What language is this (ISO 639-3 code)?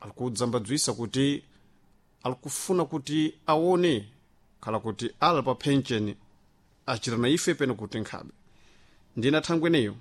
seh